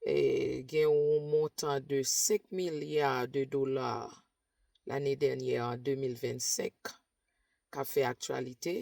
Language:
Haitian Creole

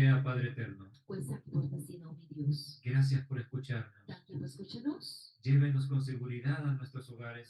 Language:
Papiamento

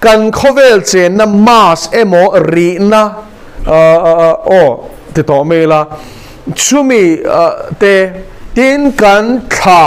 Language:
Mizo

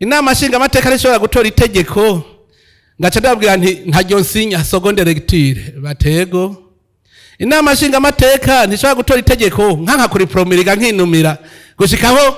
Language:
Rundi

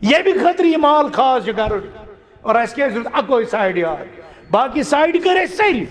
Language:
Kashmiri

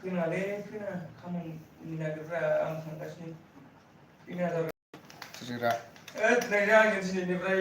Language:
Bodo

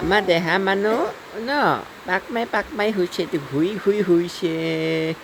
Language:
Assamese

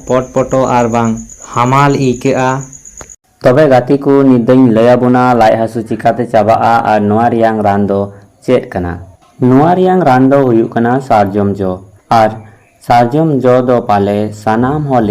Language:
Santali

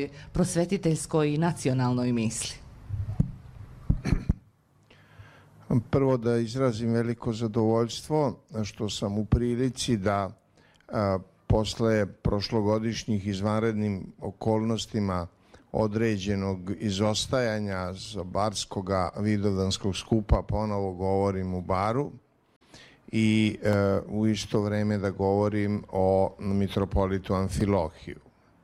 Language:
Serbian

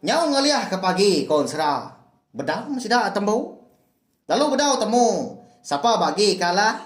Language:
Iban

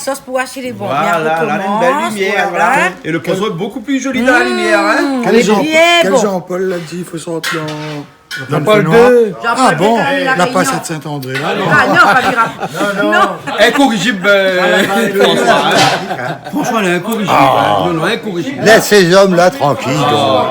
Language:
Réunion Creole French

